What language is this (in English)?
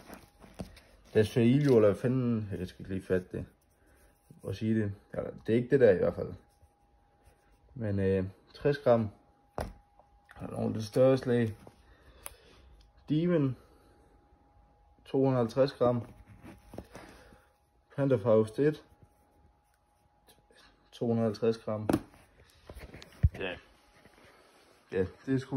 Danish